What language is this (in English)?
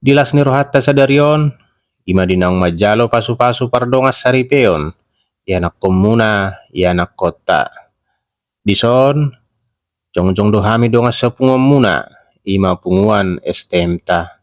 Batak Toba